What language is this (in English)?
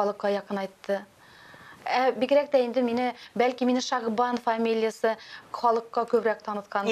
Tatar